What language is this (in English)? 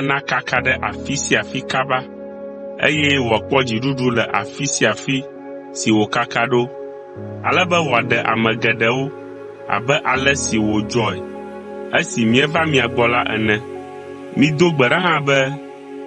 Ewe